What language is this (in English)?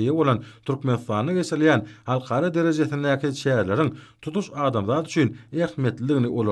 Turkmen